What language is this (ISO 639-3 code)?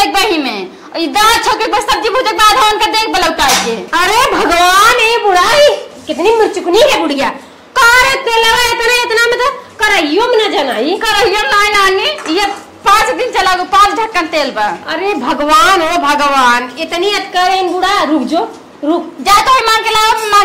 awa